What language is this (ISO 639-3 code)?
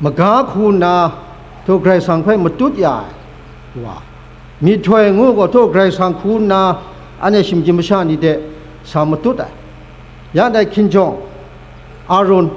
kac